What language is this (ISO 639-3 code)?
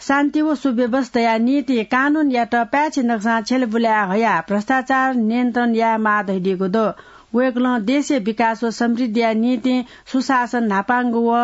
new